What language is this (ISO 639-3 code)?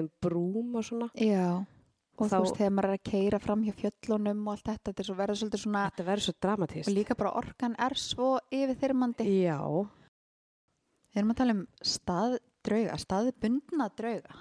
isl